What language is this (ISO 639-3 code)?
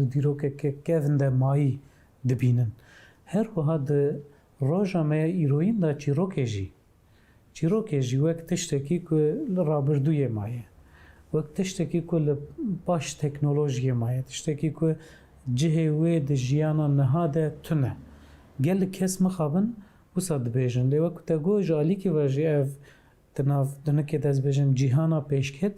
kur